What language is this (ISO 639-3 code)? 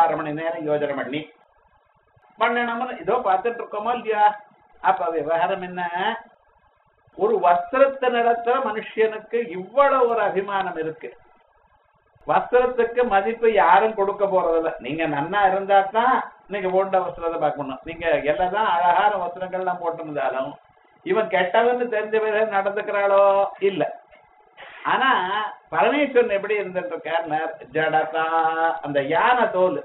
tam